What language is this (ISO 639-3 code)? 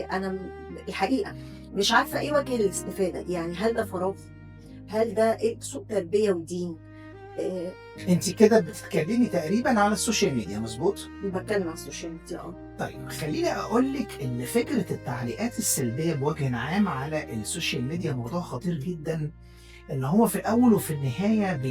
arz